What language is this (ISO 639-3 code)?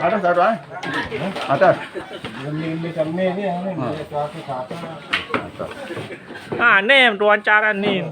sas